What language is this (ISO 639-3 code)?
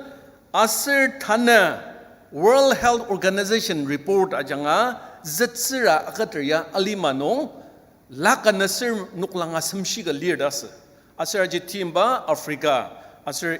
njo